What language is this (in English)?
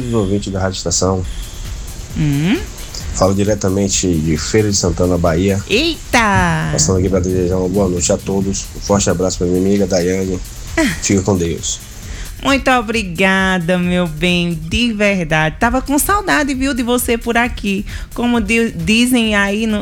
Portuguese